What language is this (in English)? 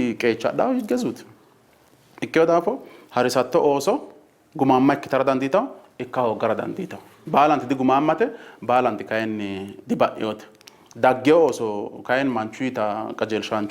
Sidamo